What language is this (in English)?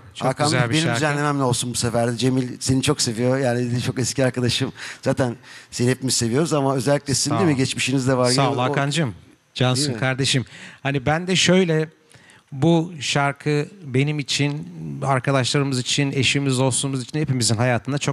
Turkish